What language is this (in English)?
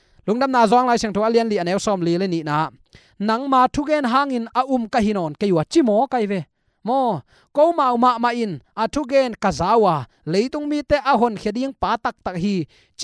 Tedim Chin